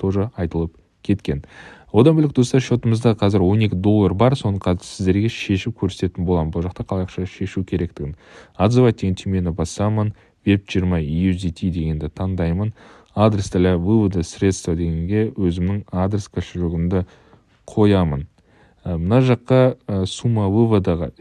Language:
Kazakh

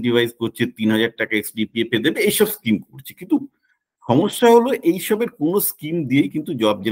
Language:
Bangla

